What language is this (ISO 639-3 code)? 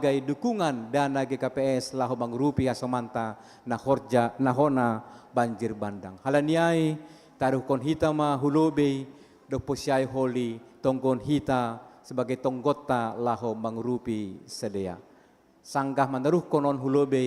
bts